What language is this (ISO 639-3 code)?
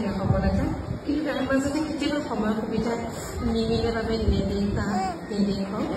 asm